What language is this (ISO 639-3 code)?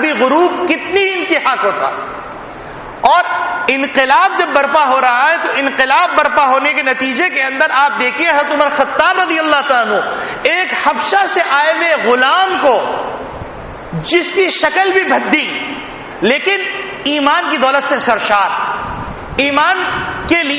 urd